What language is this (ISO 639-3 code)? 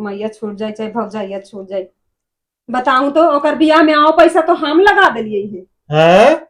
mag